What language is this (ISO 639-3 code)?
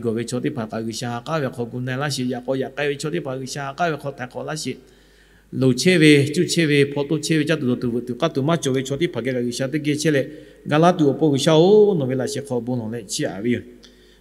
lhu